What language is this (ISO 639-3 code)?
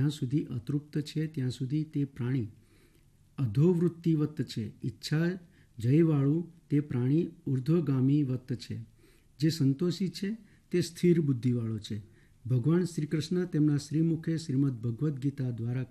guj